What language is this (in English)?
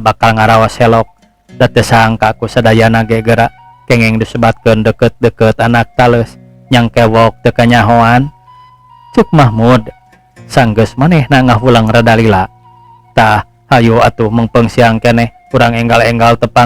Sundanese